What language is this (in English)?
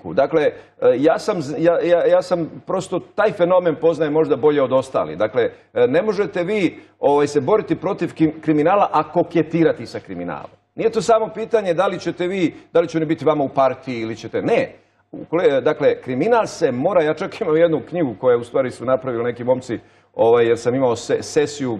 Bosnian